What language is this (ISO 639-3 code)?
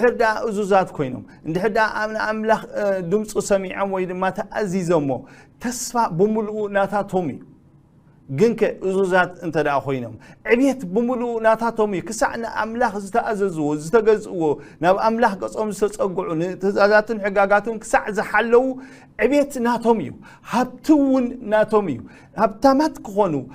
tir